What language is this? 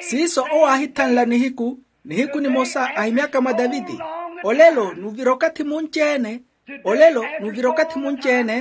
Makhuwa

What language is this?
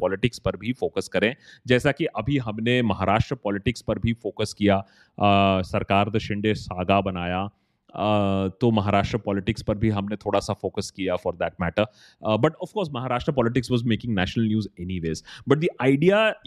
Hindi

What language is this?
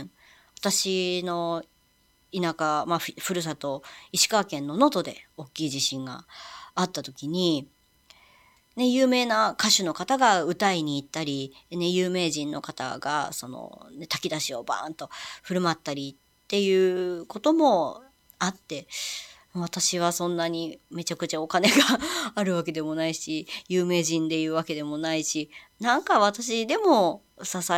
Japanese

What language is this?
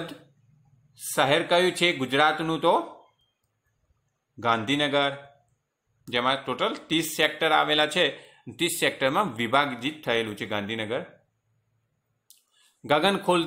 Gujarati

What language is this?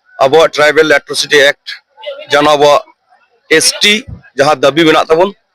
Santali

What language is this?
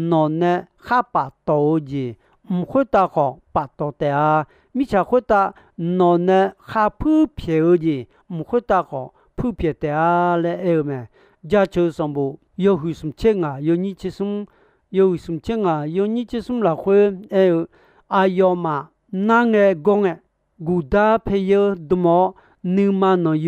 Akha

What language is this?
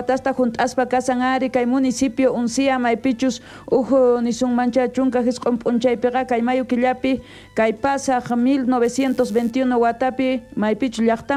South Bolivian Quechua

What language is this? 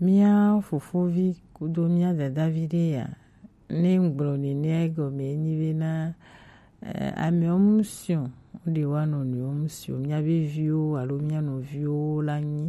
Gen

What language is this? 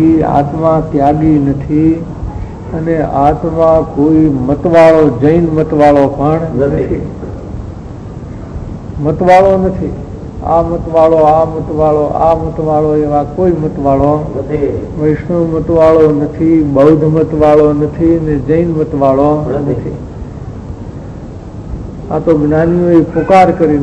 Gujarati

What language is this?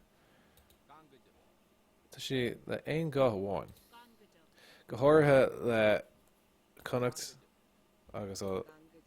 Irish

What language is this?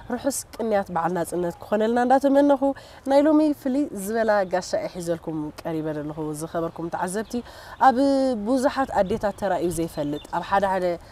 Tigrinya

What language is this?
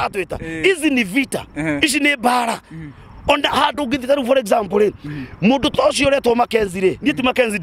Kikuyu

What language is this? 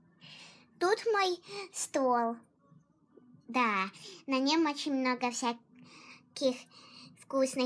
Russian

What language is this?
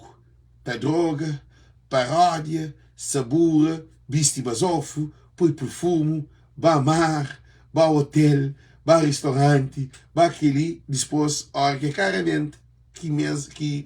Kabuverdianu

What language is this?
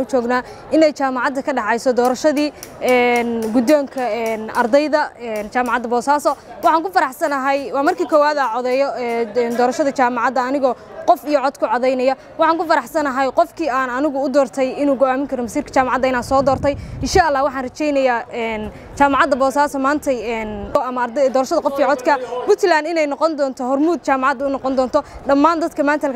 Somali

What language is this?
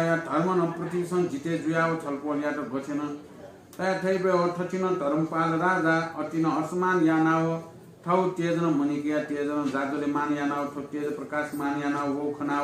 Newari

